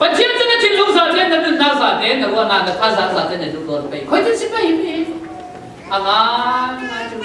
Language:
Falam Chin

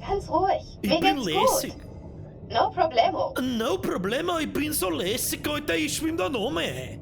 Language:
Bavarian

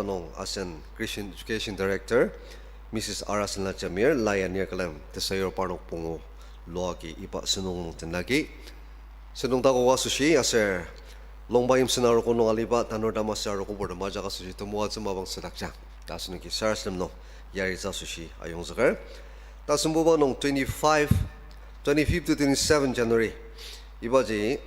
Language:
Ao Naga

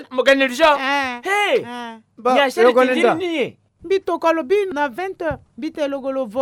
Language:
Sango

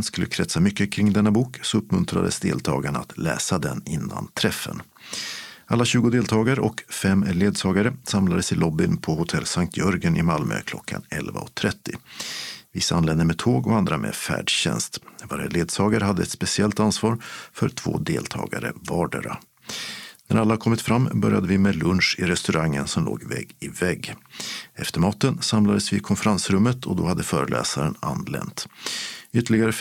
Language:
Swedish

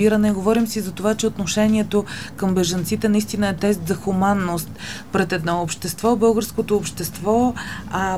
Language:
Bulgarian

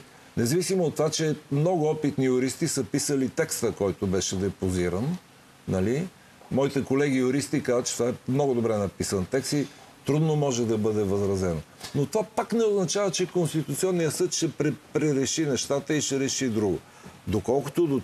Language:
Bulgarian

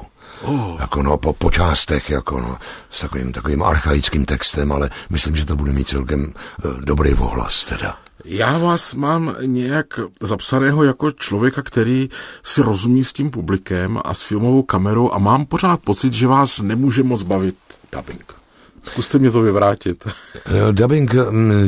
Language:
Czech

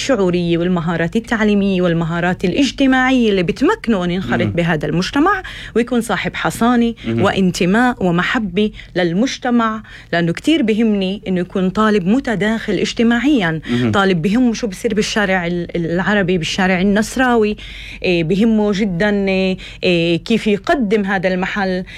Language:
North Levantine Arabic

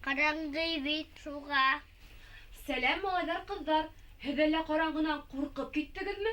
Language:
Bashkir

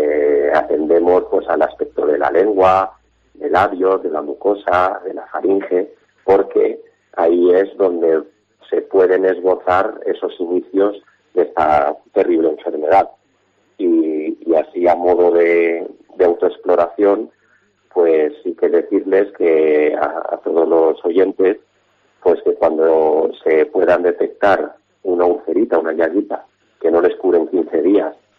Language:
Spanish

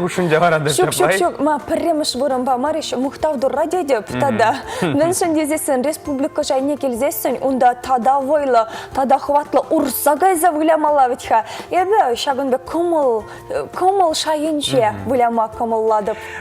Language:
Chuvash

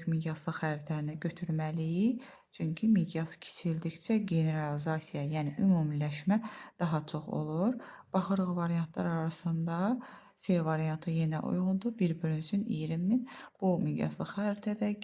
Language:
Azerbaijani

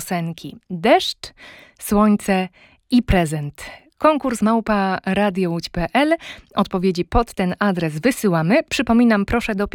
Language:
Polish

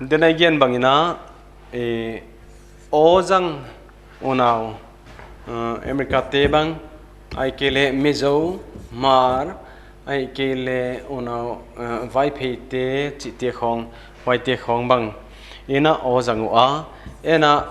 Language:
Paite Chin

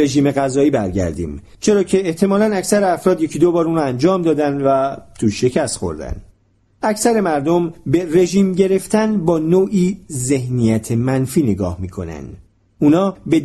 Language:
Persian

